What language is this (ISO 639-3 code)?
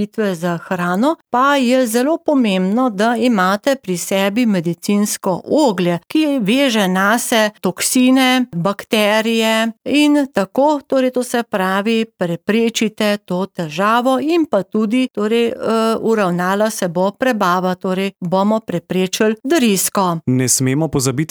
slv